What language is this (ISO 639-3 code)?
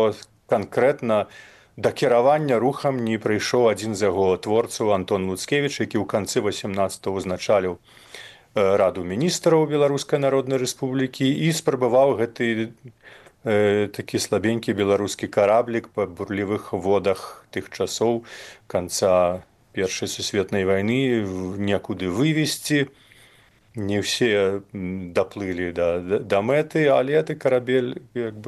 bel